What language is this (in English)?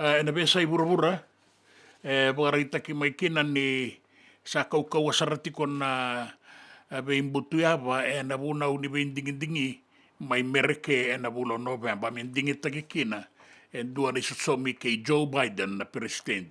Fijian